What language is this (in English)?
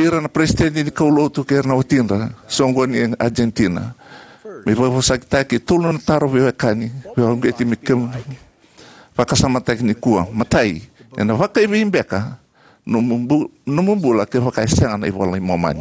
Fijian